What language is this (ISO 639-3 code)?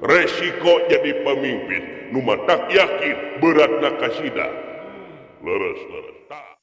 sun